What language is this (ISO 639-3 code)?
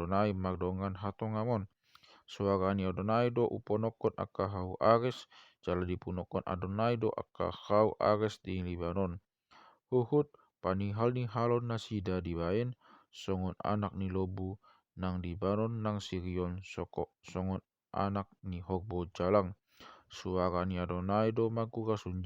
bbc